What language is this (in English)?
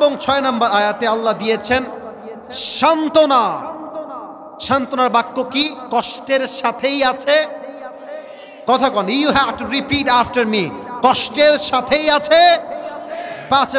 Bangla